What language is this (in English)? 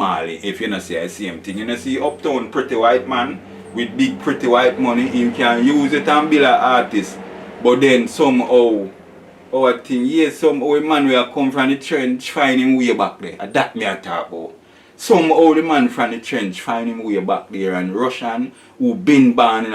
Jamaican Creole English